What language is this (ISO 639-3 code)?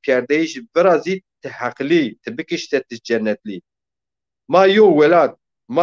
zza